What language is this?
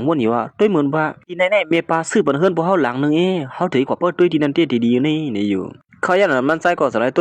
Shan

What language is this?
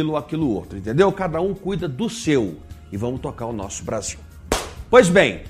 Portuguese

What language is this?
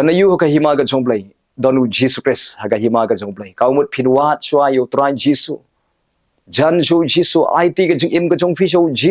Khasi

